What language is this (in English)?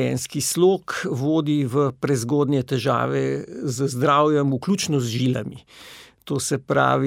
Slovenian